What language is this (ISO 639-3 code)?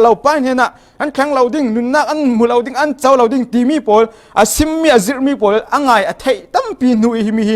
cfm